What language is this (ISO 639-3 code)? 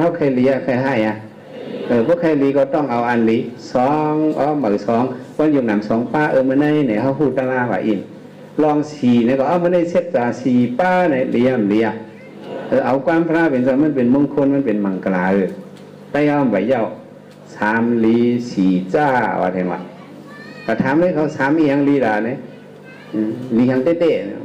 shn